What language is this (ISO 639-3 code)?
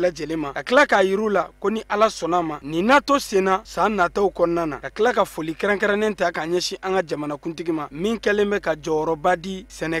bam